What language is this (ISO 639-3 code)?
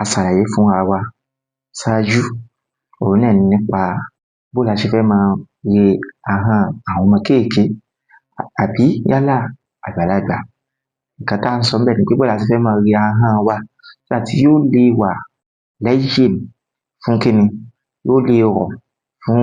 yor